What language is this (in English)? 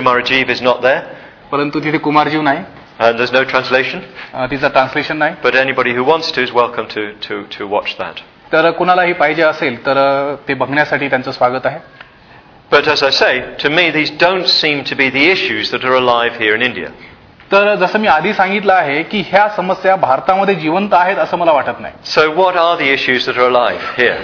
Marathi